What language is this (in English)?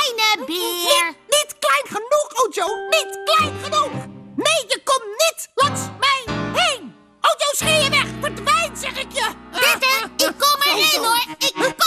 Dutch